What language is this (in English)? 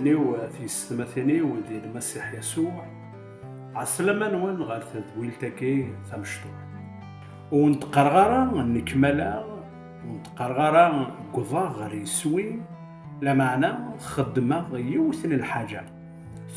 Kabyle